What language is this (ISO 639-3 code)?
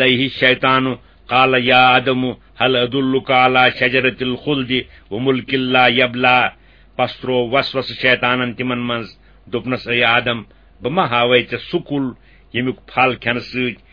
kas